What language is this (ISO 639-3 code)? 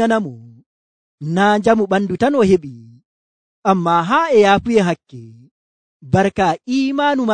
fuv